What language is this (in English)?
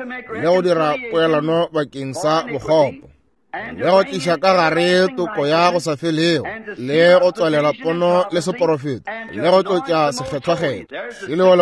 Northern Sotho